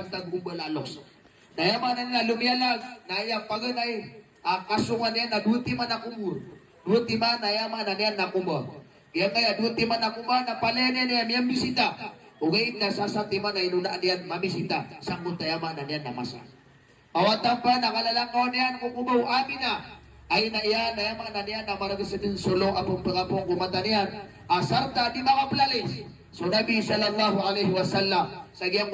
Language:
Maranao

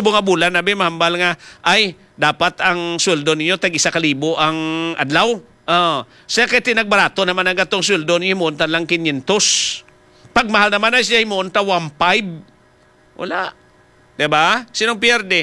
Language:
Hiligaynon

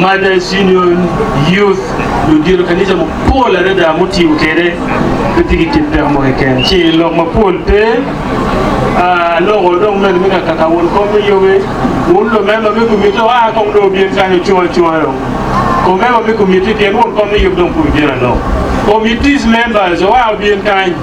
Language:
Acoli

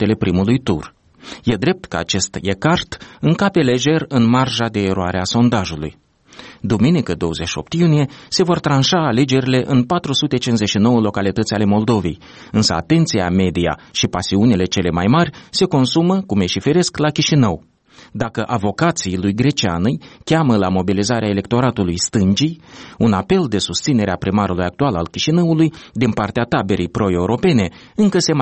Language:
Romanian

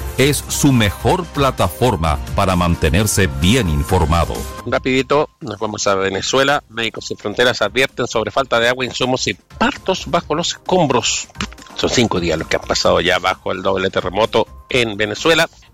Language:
Spanish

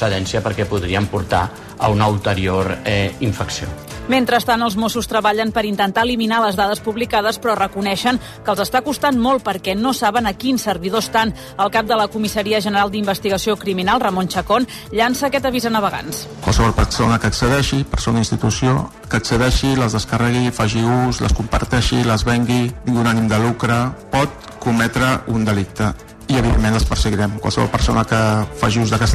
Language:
Catalan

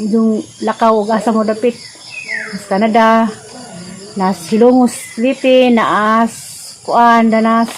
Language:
Cebuano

